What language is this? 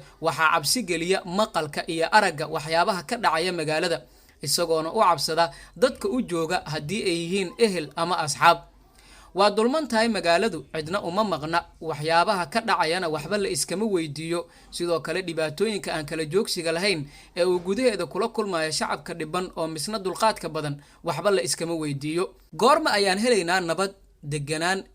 Somali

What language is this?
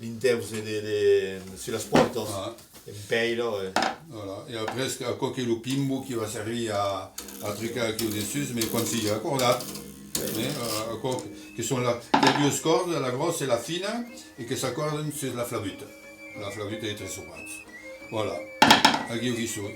Occitan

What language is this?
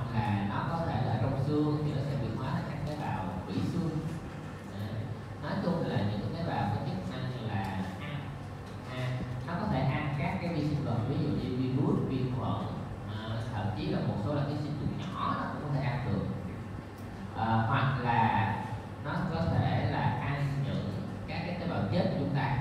Vietnamese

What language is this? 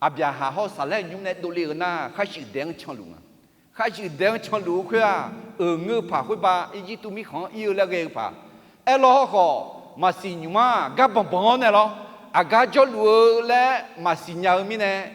Akha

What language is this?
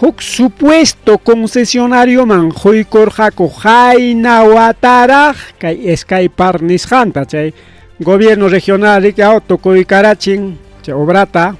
Ayacucho Quechua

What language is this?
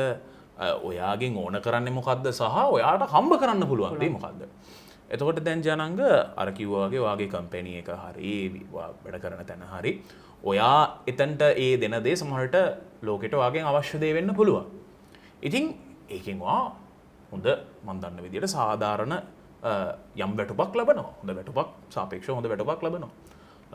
Sinhala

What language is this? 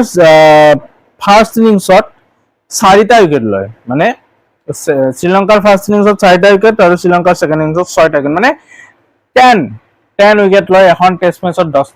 Assamese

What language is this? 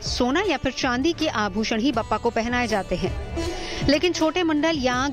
Hindi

